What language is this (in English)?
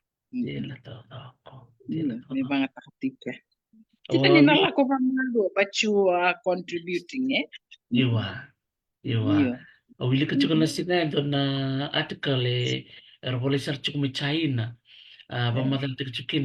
Fijian